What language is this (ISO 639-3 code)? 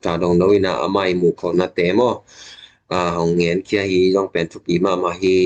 ctd